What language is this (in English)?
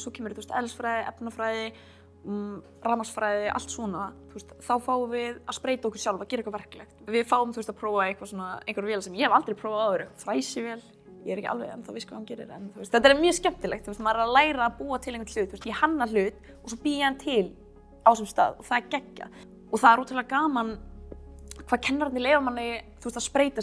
Icelandic